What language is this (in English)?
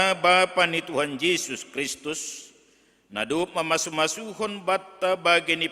Batak Simalungun